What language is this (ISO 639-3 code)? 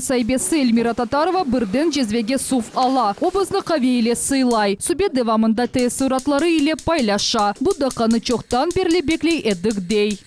crh